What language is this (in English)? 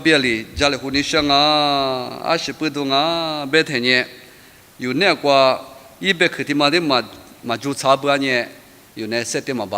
Lisu